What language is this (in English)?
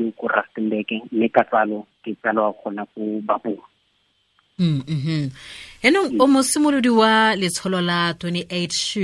Tswana